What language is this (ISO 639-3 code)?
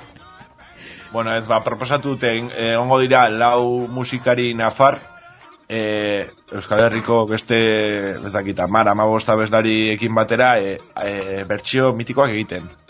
eus